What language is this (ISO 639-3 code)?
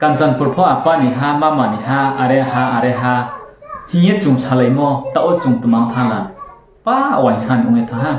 ria